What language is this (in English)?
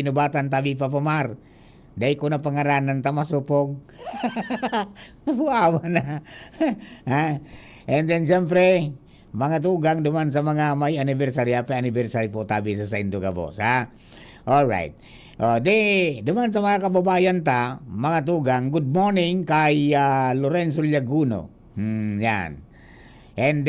Bikol